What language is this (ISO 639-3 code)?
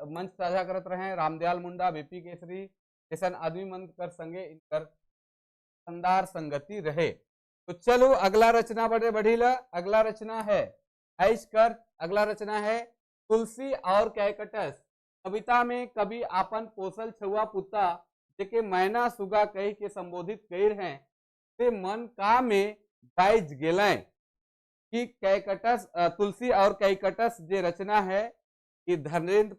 sck